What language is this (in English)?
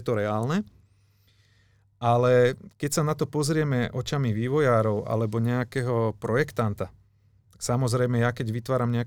Slovak